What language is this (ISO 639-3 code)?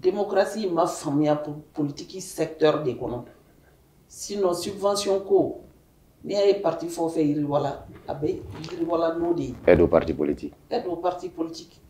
bam